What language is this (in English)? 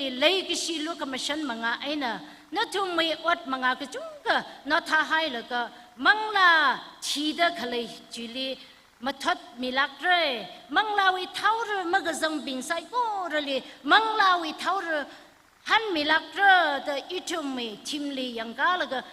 Tangkhul Naga (India)